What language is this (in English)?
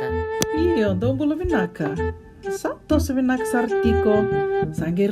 Fijian